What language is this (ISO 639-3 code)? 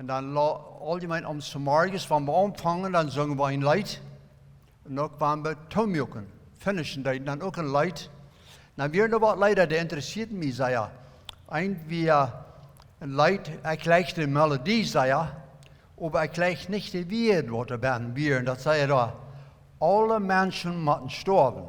pdt